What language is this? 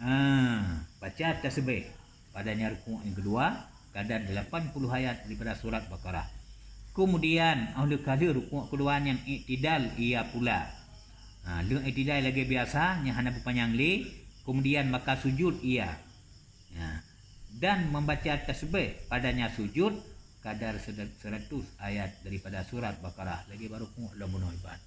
Achinese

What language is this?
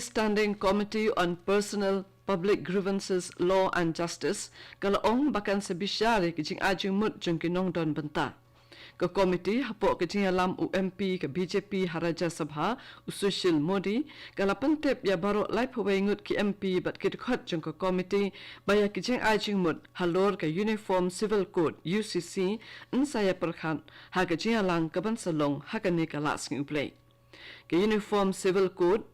Khasi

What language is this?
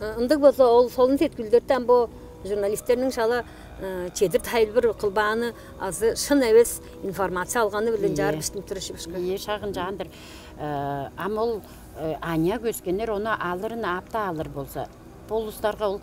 Tuvinian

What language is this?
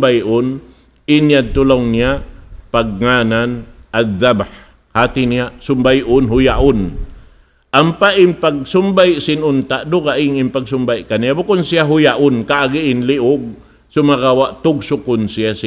Tausug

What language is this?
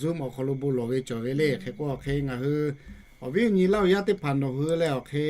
Lahu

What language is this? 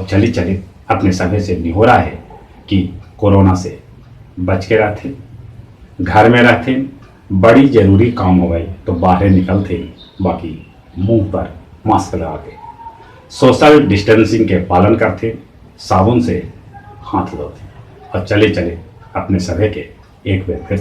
Magahi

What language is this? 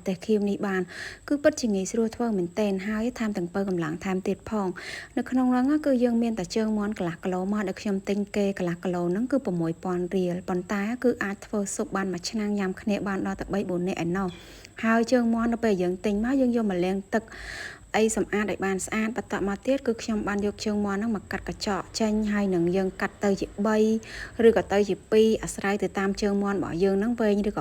Khmer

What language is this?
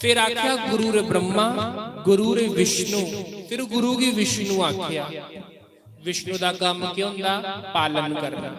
Dogri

